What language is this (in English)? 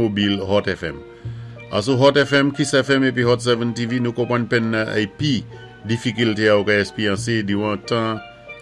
Saint Lucian Creole French